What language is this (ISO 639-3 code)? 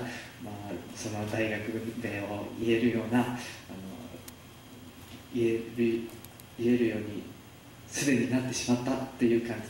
jpn